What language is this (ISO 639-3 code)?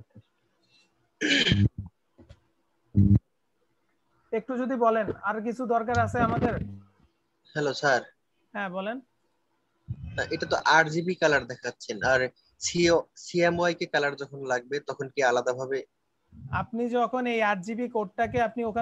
ben